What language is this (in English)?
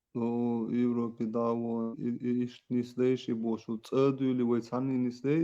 Chechen